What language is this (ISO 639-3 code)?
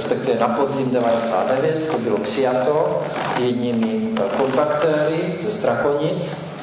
ces